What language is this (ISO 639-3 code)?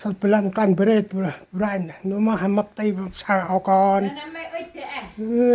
cmo